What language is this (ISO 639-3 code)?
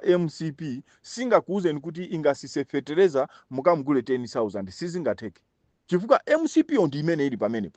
nya